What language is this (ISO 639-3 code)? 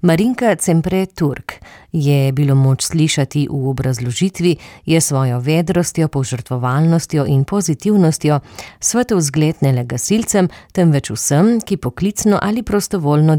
slv